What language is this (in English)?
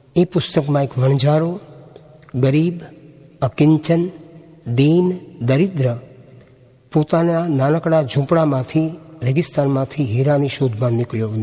Gujarati